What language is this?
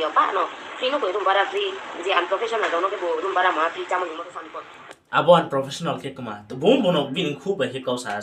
Riang (India)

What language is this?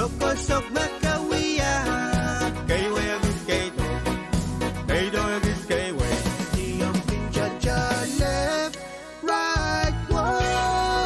Pohnpeian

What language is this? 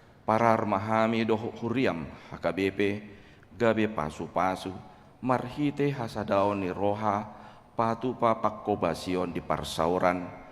Batak Toba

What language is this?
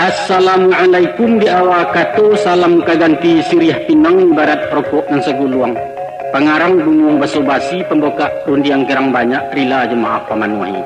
Minangkabau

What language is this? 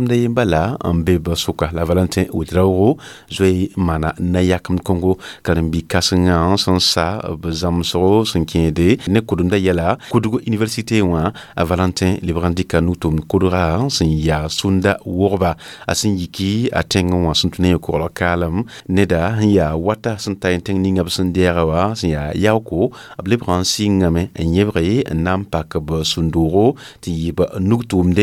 Mossi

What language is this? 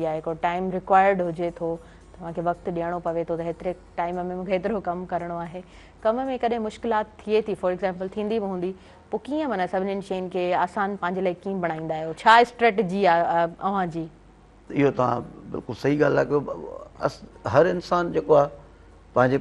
Sindhi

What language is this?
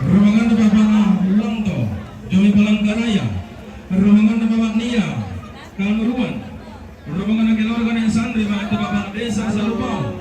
Toraja-Sa'dan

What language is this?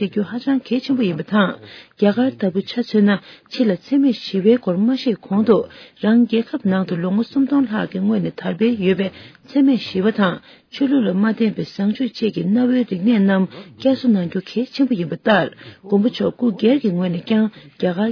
Tibetan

